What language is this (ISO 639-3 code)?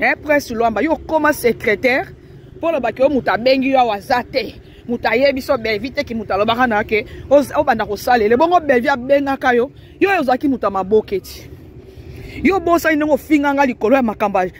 lin